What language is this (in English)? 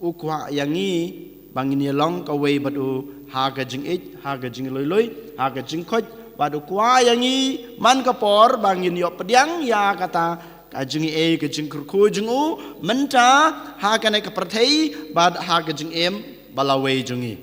Khasi